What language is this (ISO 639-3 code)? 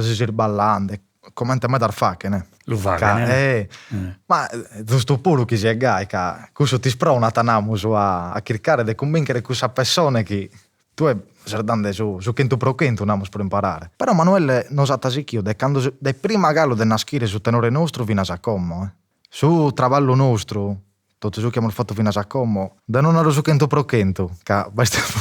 srd